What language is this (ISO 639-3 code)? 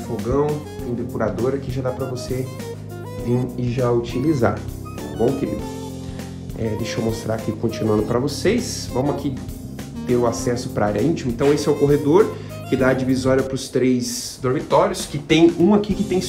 por